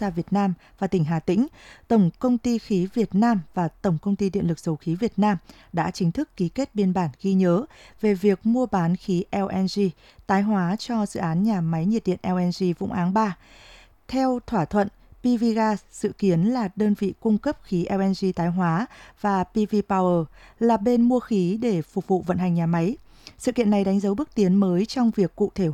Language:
Vietnamese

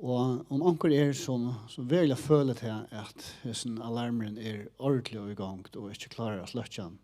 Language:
Faroese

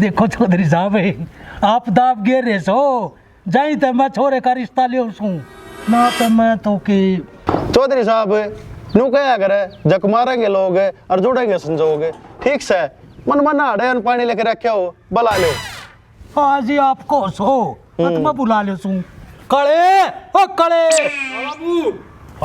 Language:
Haryanvi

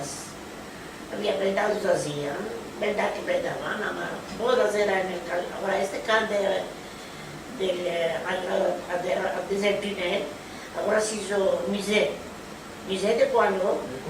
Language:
Ladino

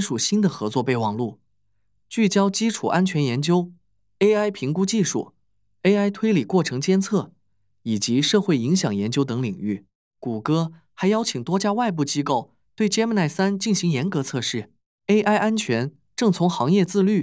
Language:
Chinese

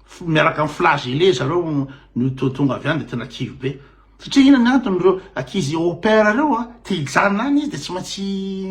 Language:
Malagasy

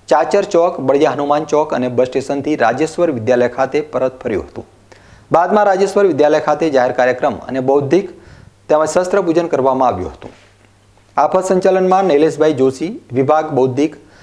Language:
Gujarati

